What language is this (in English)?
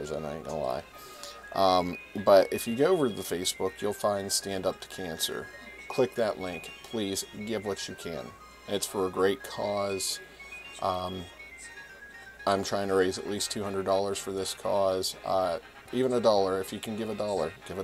English